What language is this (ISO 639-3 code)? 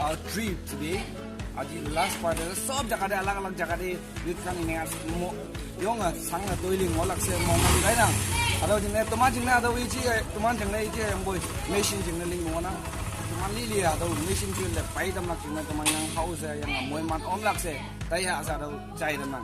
nag